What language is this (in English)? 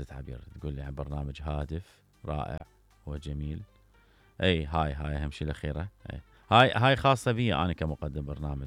Mesopotamian Arabic